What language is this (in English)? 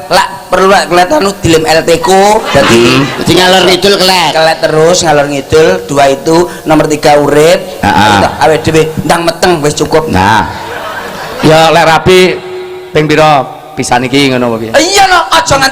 Javanese